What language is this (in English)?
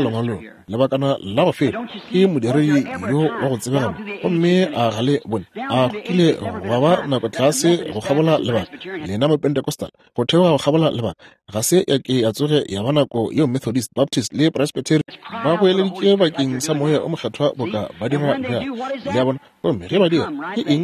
Northern Sotho